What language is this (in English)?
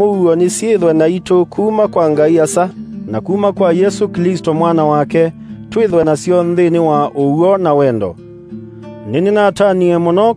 Kamba